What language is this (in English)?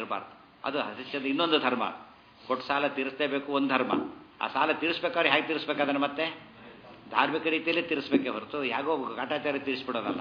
Kannada